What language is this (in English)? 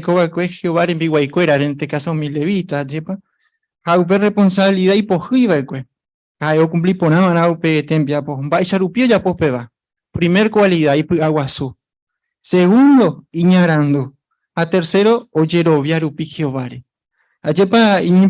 Guarani